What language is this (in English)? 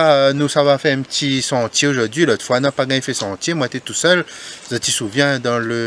Réunion Creole French